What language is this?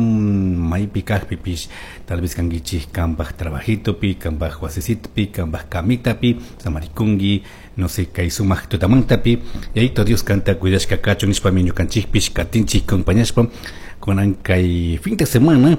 Chimborazo Highland Quichua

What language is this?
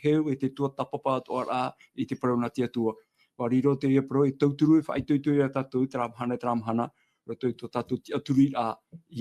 Tahitian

